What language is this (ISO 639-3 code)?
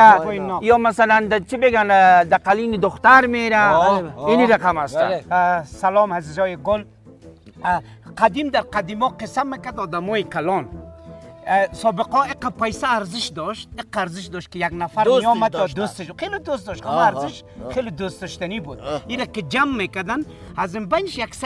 fas